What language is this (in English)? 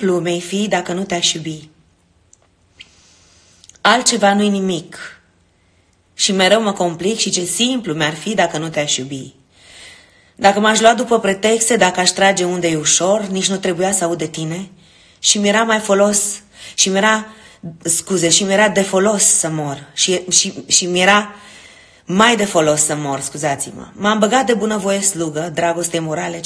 Romanian